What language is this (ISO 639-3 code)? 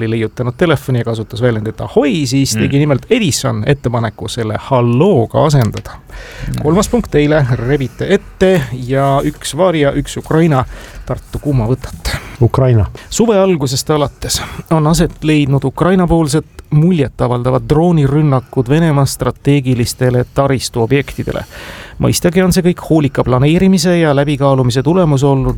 est